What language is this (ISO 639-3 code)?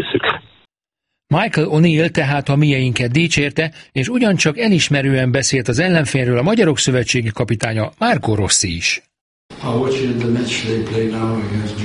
hun